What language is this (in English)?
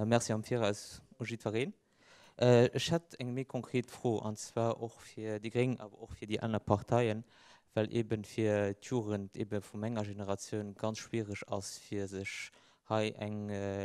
Luxembourgish